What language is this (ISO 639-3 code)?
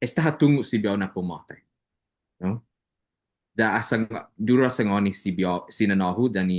cha